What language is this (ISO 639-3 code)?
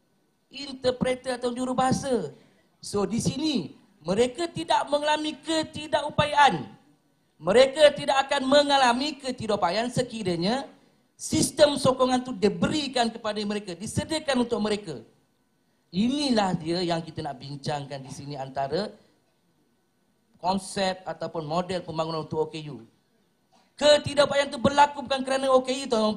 msa